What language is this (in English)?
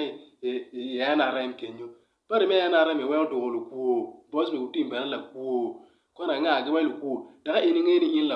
Acoli